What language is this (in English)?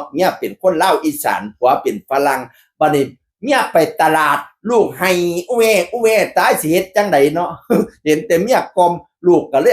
Northeastern Thai